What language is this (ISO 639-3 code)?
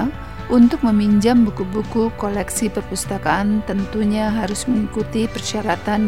ind